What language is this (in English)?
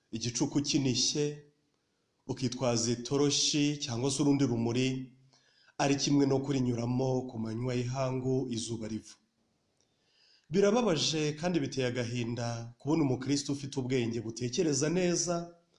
Kinyarwanda